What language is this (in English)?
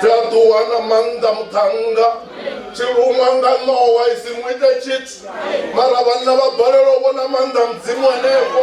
Venda